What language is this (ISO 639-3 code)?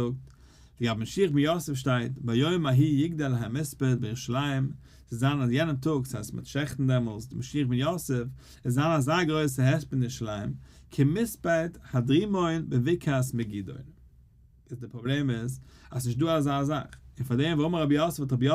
yid